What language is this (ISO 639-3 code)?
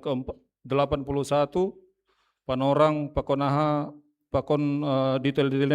bts